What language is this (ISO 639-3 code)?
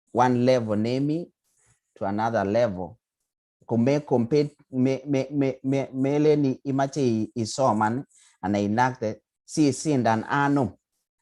kln